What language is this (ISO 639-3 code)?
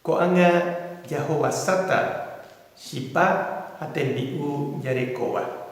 grn